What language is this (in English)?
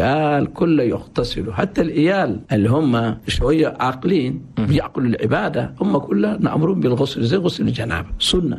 Chadian Arabic